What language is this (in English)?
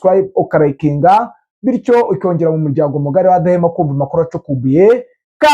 Kinyarwanda